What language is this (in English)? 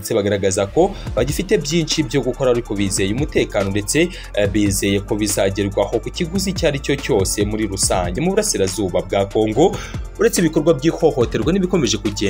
Kinyarwanda